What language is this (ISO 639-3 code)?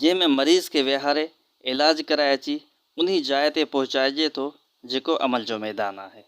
snd